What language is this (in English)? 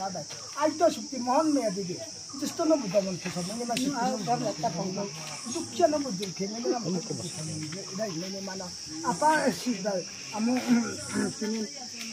Riang (India)